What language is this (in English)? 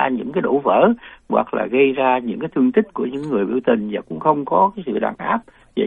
Vietnamese